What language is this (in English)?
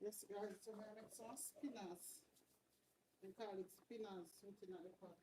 Jamaican Creole English